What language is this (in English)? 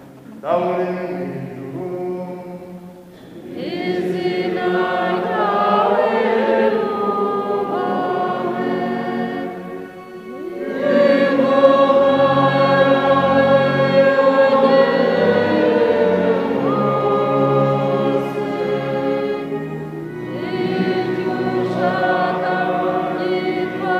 Kinyarwanda